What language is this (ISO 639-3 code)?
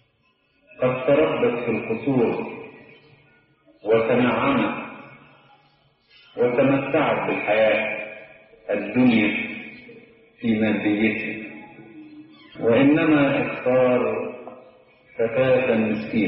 arz